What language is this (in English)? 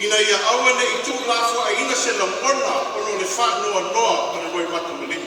Samoan